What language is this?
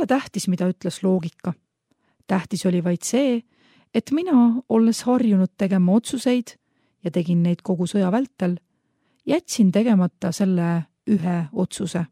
Estonian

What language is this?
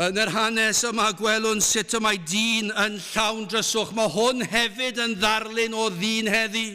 Welsh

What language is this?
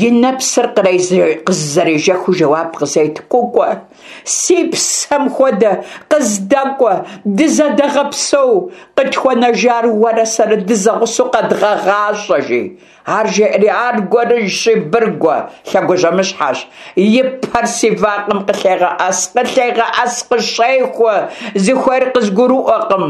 Kabardian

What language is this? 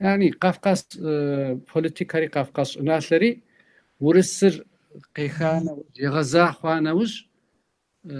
Kabardian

